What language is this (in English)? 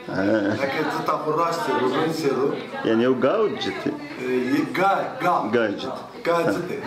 Zaza